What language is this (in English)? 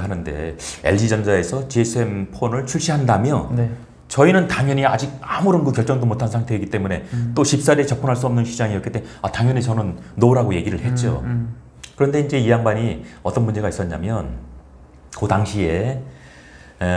Korean